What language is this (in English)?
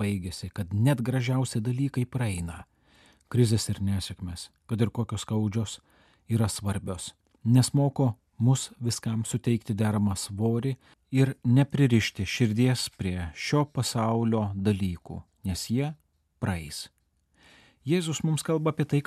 Lithuanian